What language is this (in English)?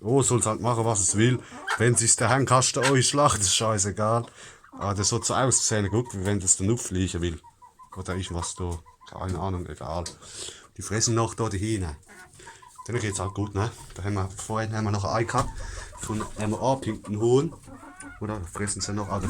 Palatine German